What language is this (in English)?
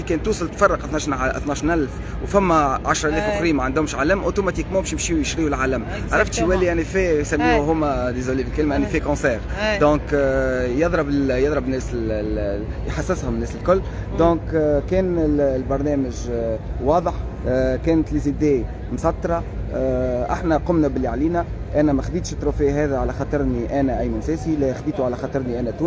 Tunisian Arabic